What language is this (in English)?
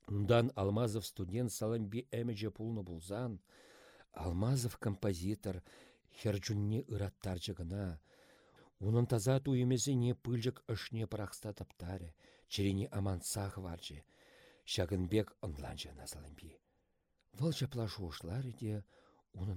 Chuvash